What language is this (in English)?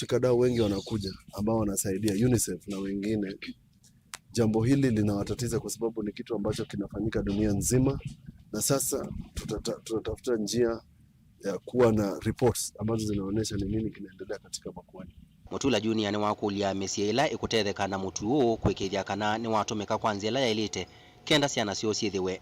Kamba